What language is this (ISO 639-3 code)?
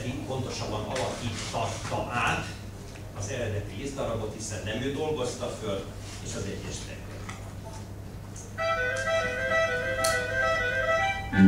hun